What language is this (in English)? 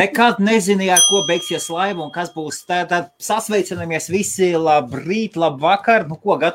Latvian